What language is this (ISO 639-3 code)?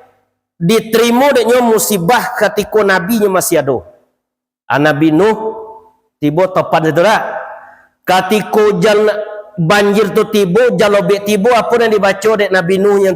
min